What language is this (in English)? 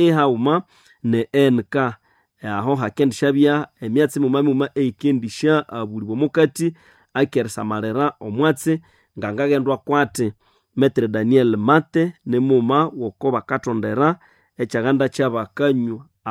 Nande